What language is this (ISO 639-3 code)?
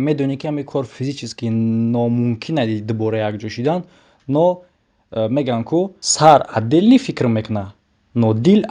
tgk